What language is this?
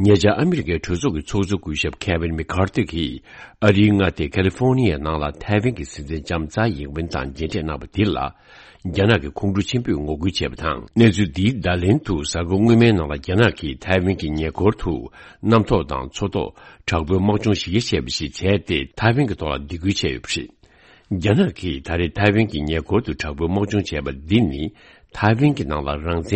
Tibetan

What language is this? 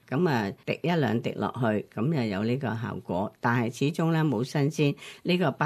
Cantonese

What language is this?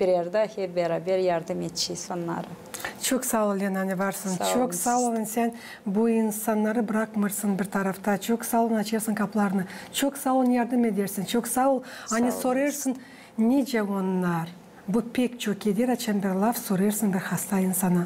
Gagauz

